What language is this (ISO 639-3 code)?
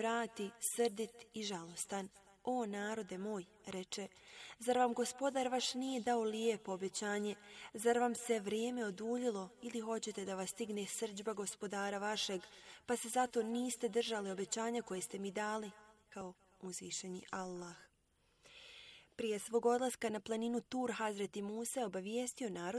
bos